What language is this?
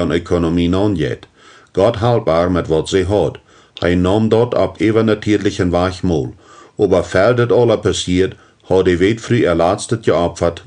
Plautdietsch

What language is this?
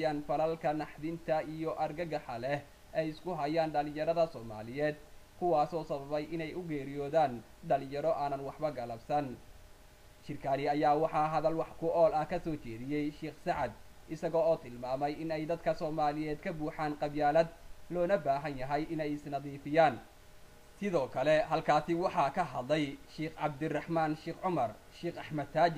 Somali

